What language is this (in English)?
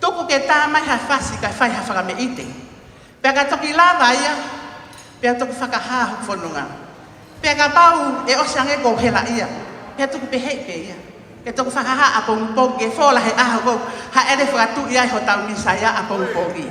Tongan